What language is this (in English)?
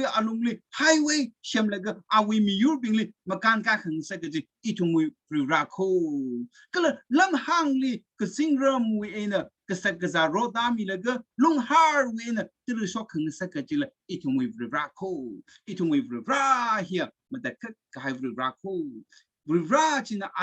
Tangkhul Naga (India)